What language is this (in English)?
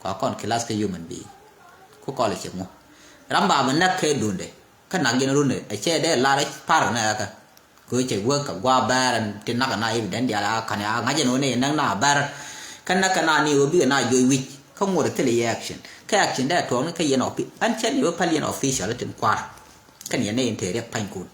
Nuer